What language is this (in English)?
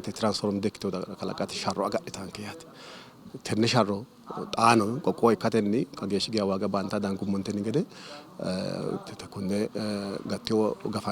Sidamo